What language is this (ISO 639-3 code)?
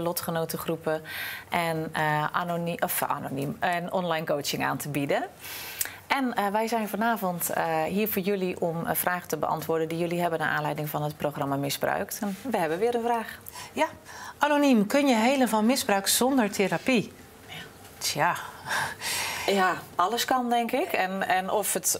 nld